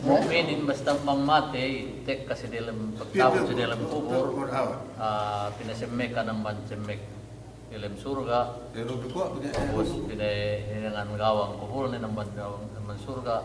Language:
Yakan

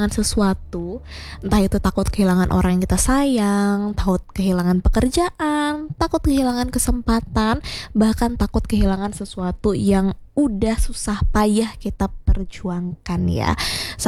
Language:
Indonesian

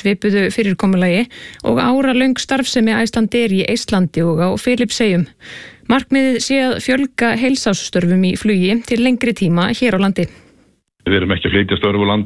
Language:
Icelandic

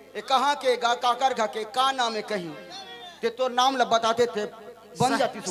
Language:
Chhattisgarhi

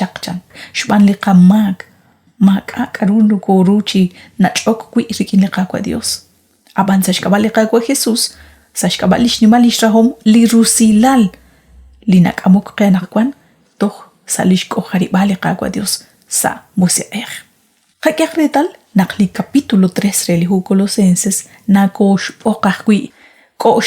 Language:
Kekchí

